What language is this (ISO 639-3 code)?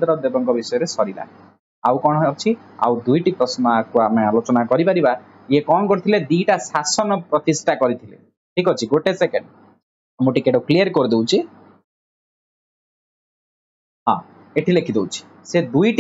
ori